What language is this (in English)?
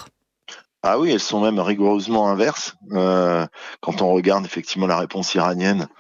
French